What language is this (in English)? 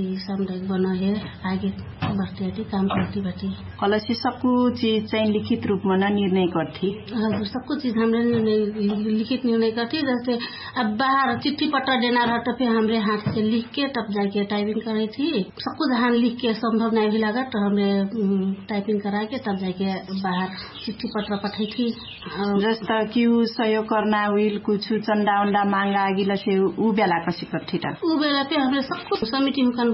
Dangaura Tharu